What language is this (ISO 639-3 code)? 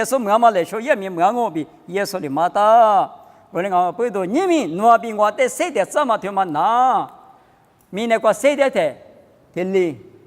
lis